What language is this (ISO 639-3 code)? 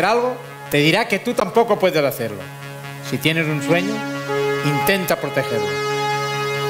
spa